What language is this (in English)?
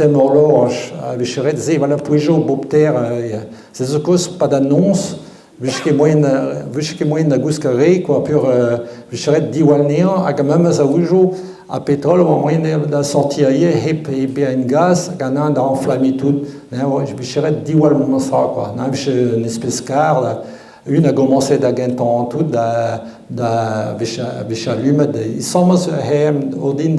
Breton